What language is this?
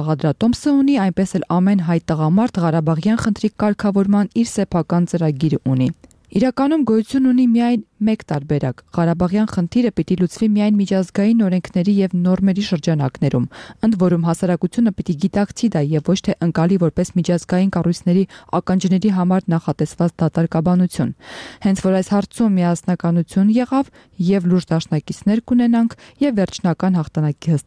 Armenian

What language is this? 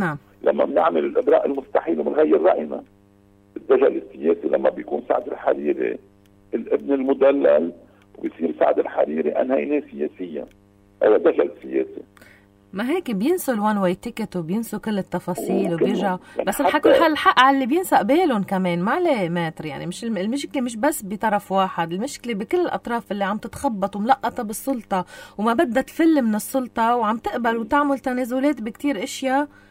North Levantine Arabic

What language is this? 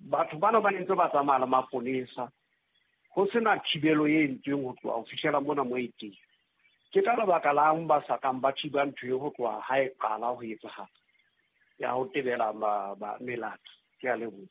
Southern Sotho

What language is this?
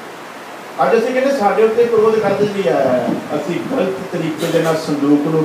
Punjabi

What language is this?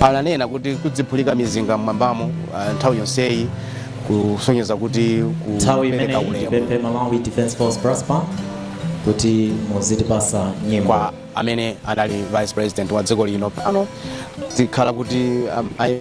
Nyanja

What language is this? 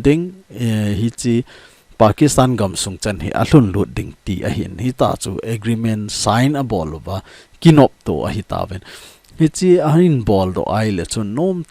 Thado Chin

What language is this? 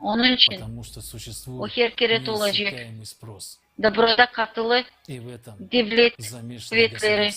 Gagauz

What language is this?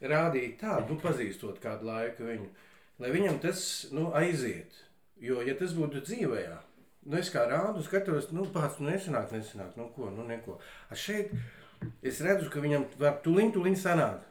Latvian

